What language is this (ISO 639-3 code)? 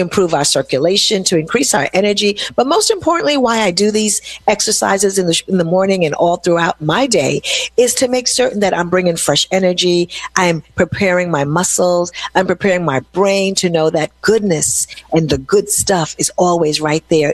eng